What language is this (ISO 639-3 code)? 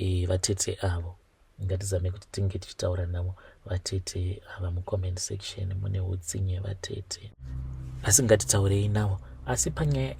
sna